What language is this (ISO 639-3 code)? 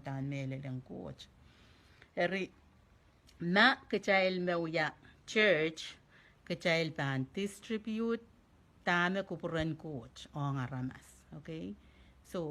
pon